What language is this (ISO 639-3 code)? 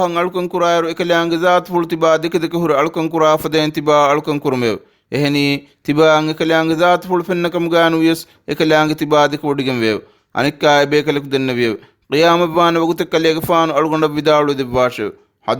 div